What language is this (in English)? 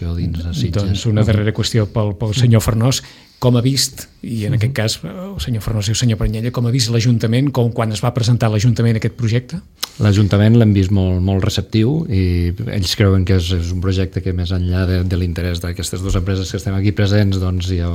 Catalan